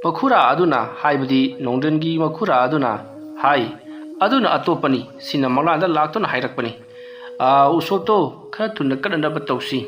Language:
Manipuri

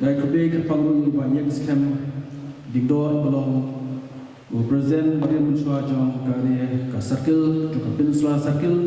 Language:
Khasi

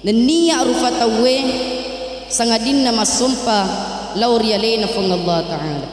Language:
Buginese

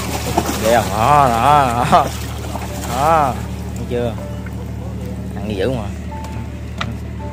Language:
Vietnamese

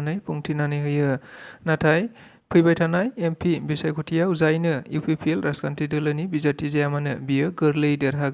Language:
Bodo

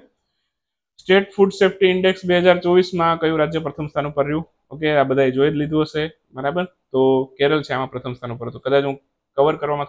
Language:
Gujarati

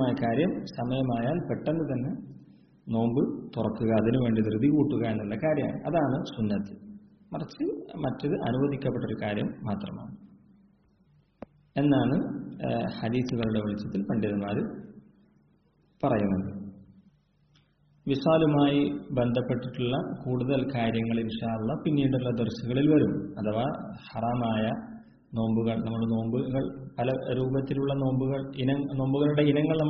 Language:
Malayalam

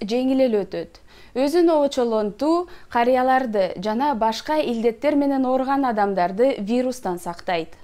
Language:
Kyrgyz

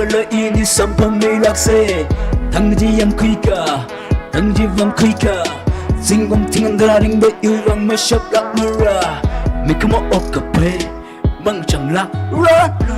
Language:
Tangkhul Naga (India)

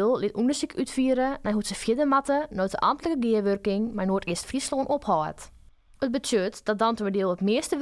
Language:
Western Frisian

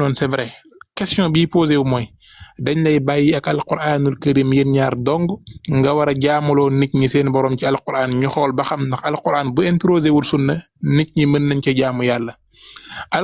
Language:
Wolof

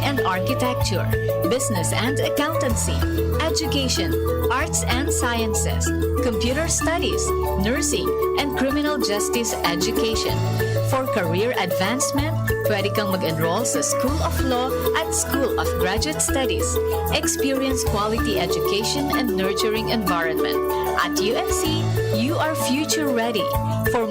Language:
Bikol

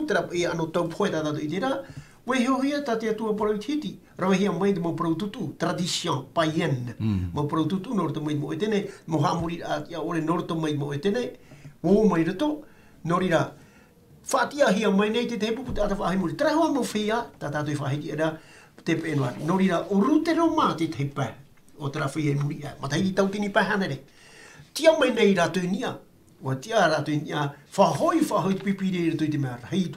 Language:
Tahitian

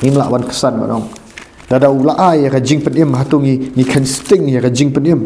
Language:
Khasi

